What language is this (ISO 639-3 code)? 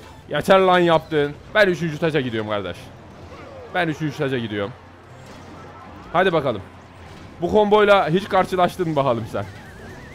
tur